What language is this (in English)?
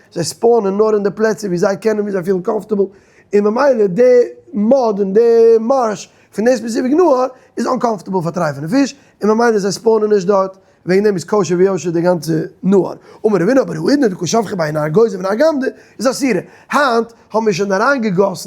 Yiddish